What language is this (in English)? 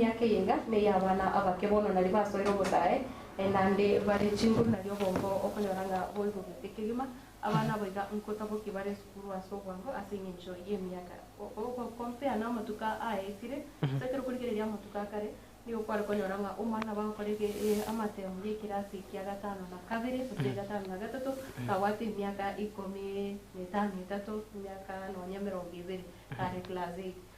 Gusii